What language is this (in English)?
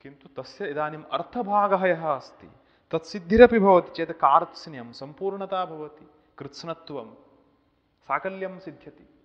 Sanskrit